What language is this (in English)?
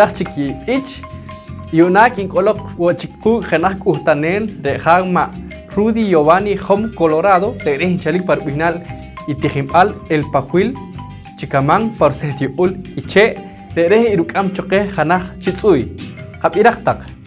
Poqomchi'